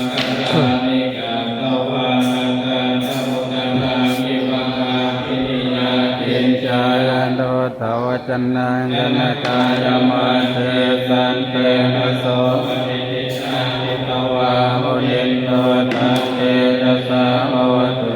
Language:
Pali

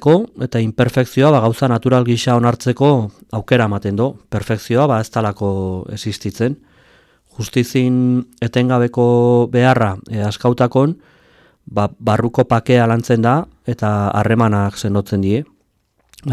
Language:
Basque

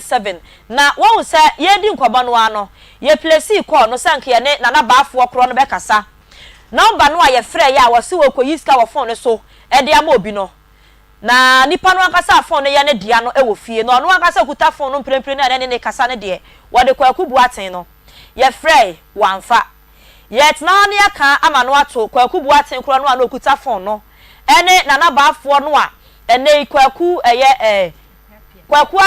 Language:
Akan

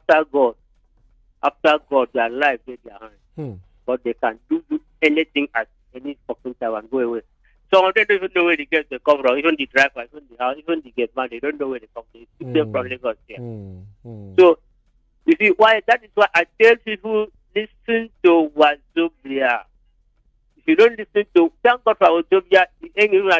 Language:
Nigerian Pidgin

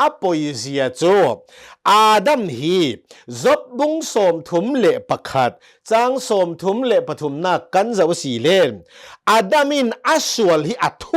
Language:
Hakha Chin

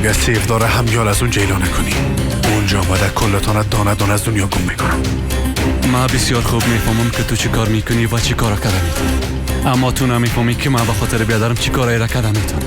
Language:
Persian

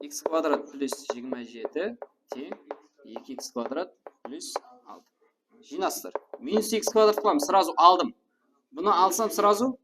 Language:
Kara-Kalpak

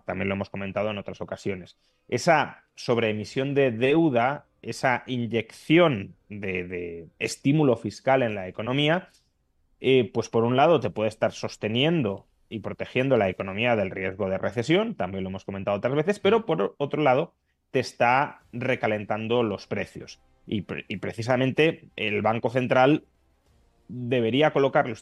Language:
Spanish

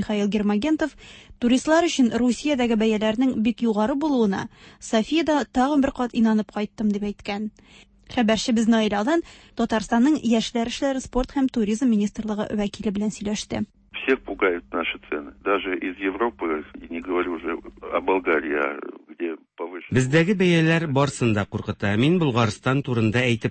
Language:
Tatar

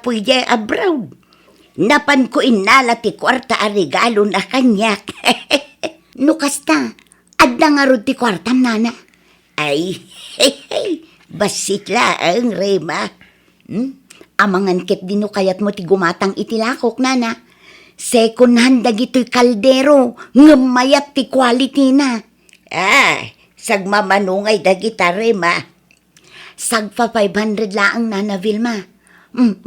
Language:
Iloko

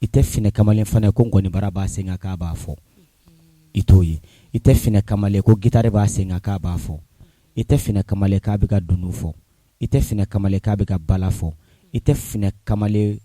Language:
Bambara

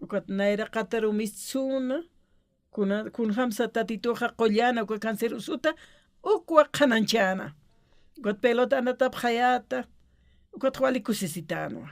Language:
Aymara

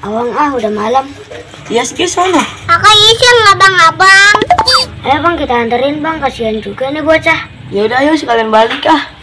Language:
Betawi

